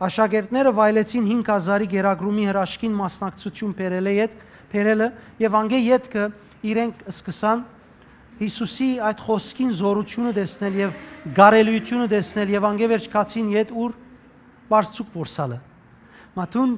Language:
Western Armenian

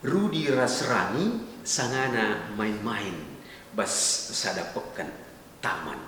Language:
Batak Karo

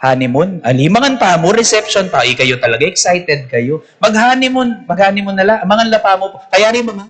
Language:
Pampanga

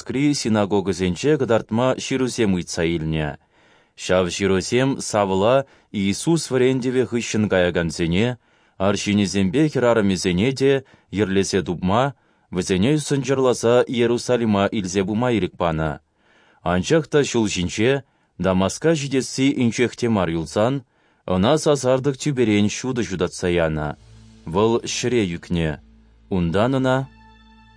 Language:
Chuvash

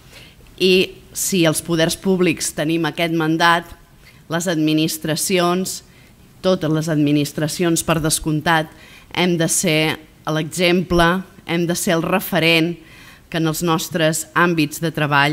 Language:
Catalan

